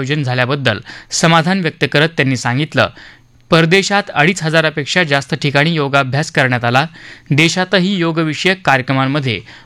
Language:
Marathi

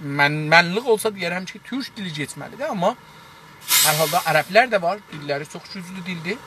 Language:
South Azerbaijani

